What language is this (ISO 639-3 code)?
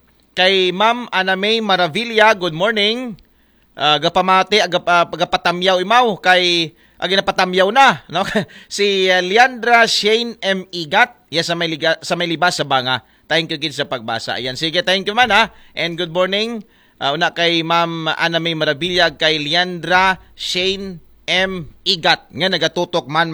akl